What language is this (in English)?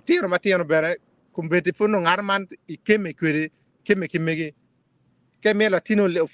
Acoli